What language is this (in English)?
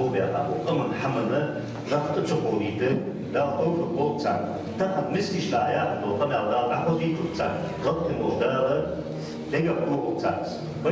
Ingush